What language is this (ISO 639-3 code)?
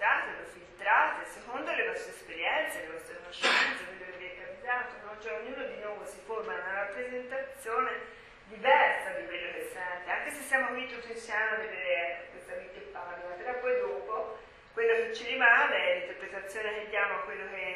ita